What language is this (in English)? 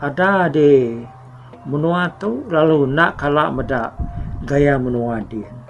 Iban